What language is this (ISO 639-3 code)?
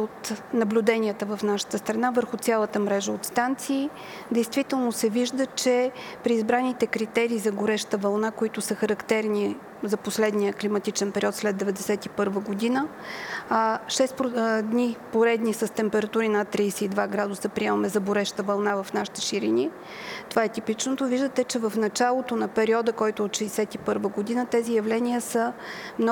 bul